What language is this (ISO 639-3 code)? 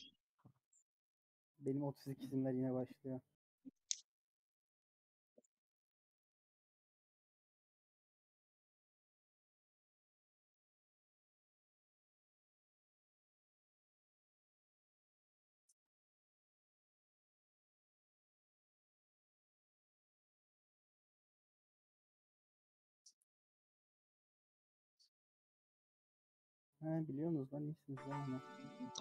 tur